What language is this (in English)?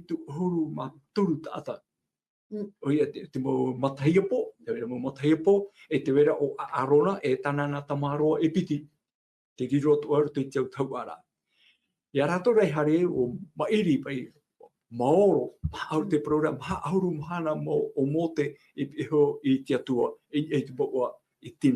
Tahitian